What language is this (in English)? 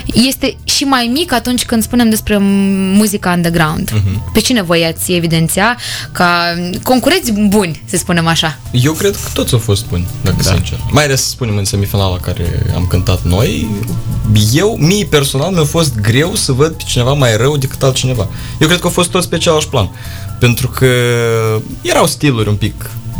Romanian